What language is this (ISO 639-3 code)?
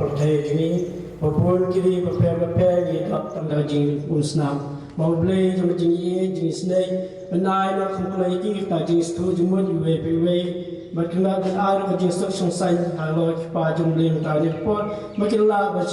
kha